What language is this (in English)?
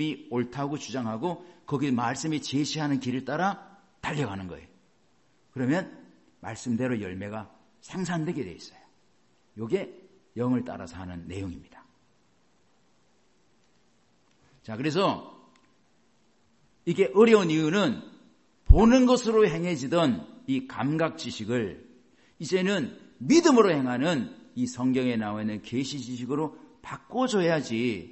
Korean